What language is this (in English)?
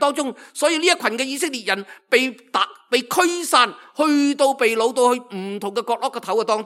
Cantonese